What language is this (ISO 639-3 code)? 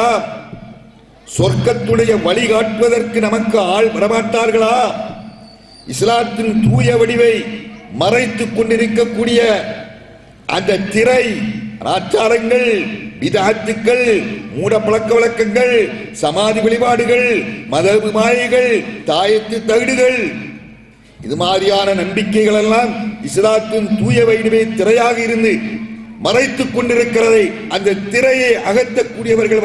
tam